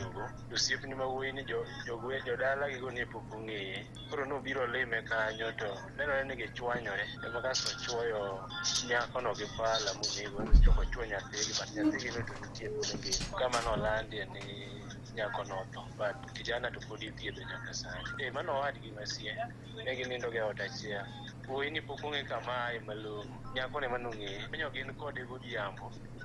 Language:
Luo (Kenya and Tanzania)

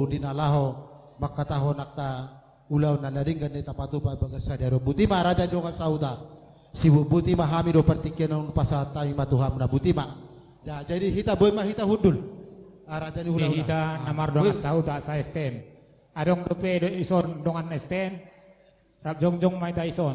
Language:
Batak Toba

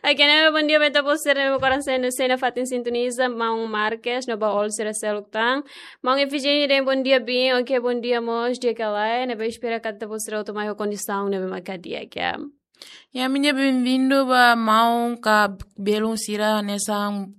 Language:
Tetum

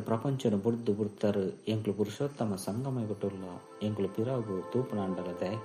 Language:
Tulu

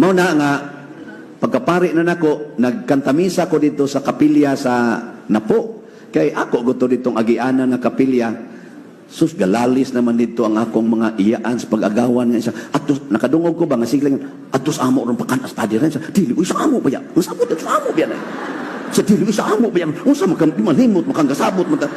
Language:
Cebuano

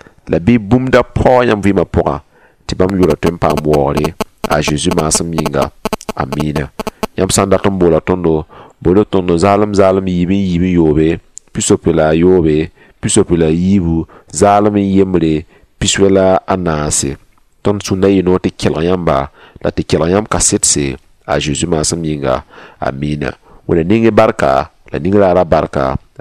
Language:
Mossi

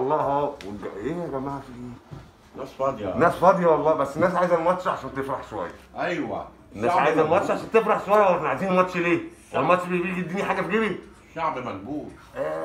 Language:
Egyptian Arabic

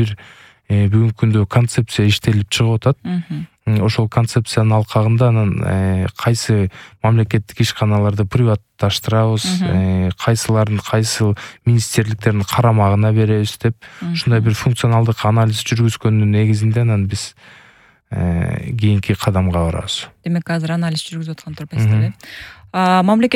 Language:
Kyrgyz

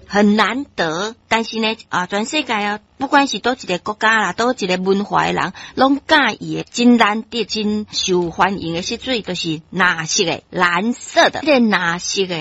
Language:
Min Nan Chinese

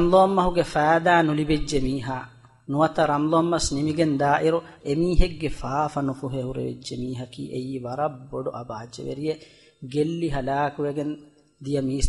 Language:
Divehi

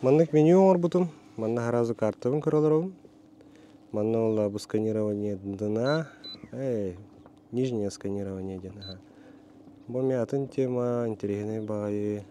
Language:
Yakut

